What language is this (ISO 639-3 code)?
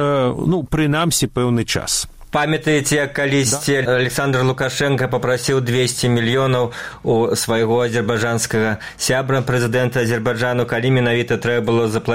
bel